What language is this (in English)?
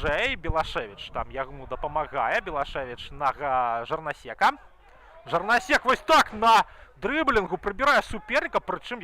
Belarusian